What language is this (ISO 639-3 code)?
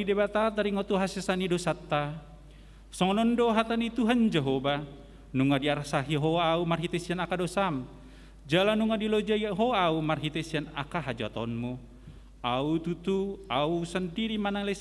bbc